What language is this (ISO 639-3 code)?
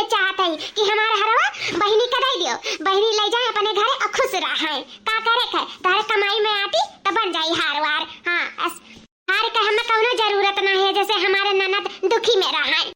awa